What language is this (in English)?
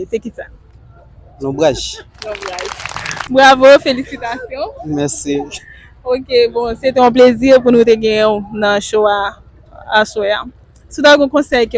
Haitian Creole